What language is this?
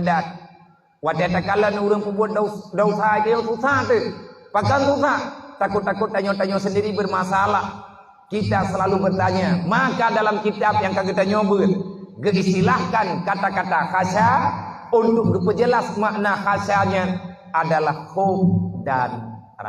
Achinese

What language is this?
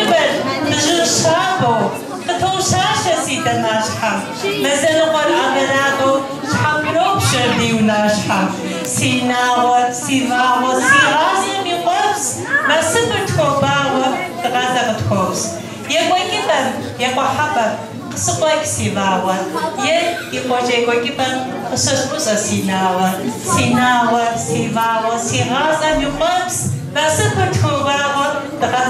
Kabardian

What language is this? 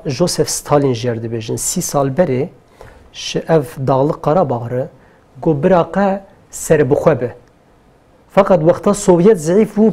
Kurdish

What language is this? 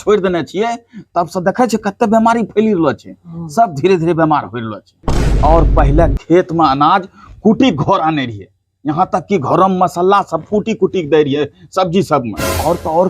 Angika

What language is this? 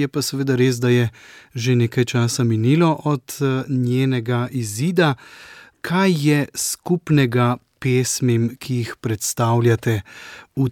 Slovenian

